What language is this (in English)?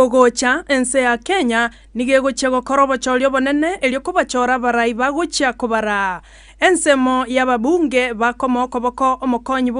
Gusii